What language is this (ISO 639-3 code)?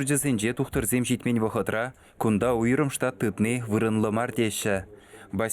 chv